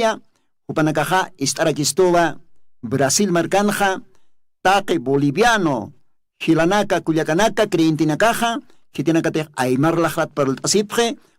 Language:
Aymara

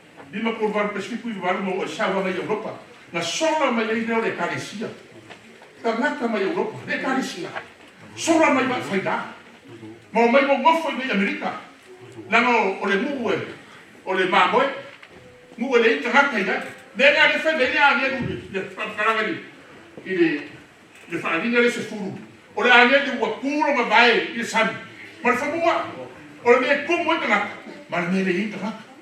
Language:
Samoan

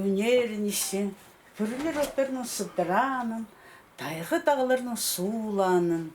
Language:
Khakas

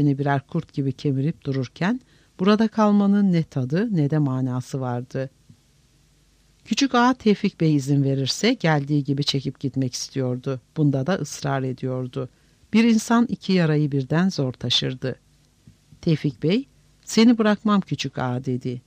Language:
Turkish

